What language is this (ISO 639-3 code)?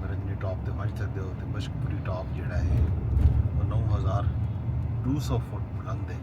skr